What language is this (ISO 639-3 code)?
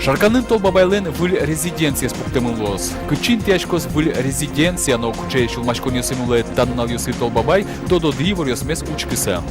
udm